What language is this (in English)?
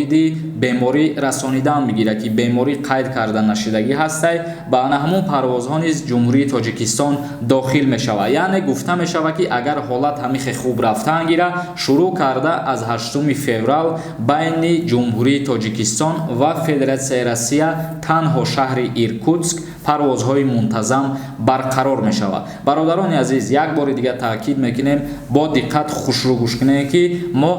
Tajik